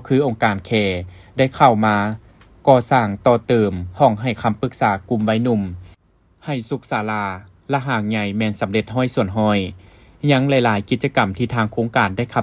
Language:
Lao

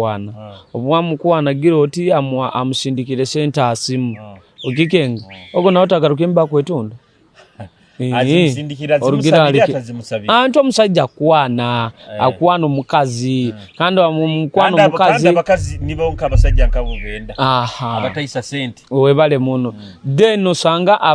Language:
Nyoro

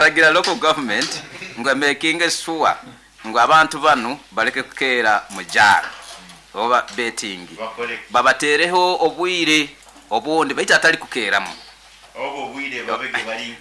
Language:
Nyoro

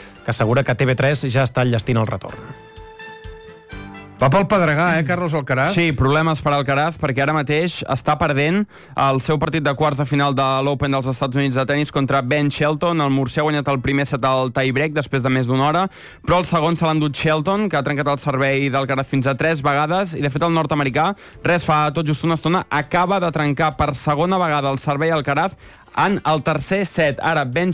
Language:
Catalan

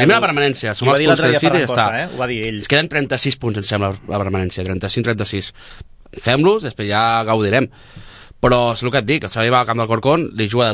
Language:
Catalan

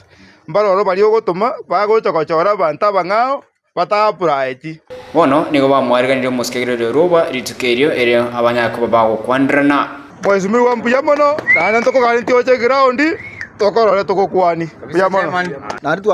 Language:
Gusii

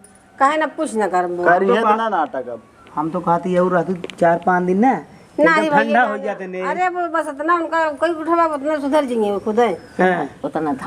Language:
Awadhi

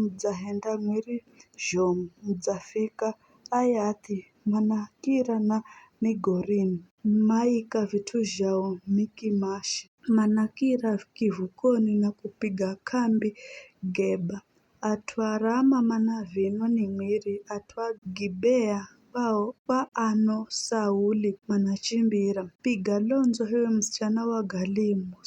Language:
Giryama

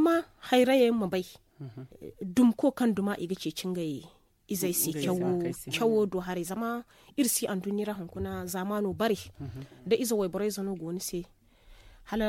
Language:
Zarma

